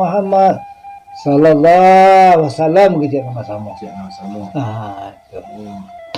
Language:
Minangkabau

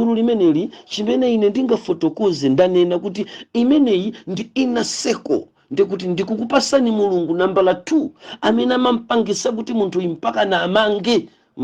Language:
Nyanja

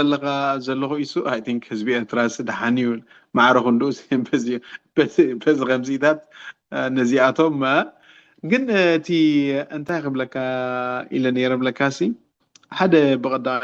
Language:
Tigrinya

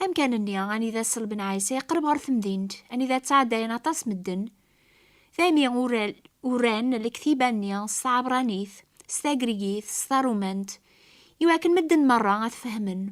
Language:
Kabyle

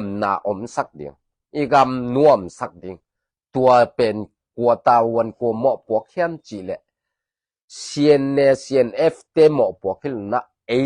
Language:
Tedim Chin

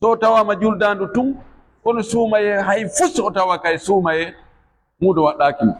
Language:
Fula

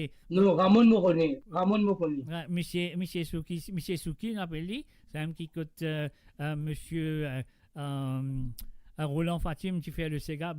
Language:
Morisyen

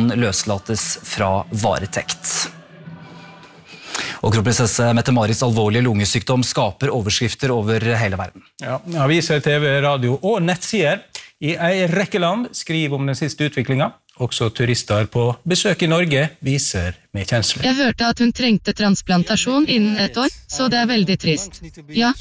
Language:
Norwegian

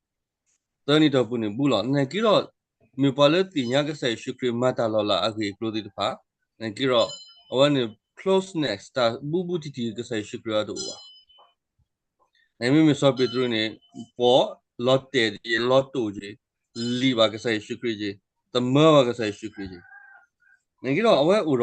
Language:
S'gaw Karen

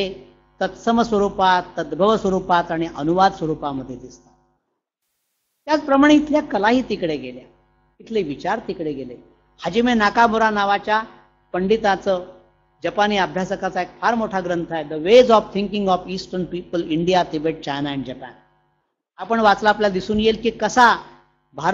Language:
Marathi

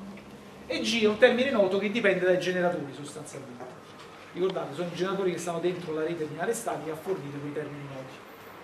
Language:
Italian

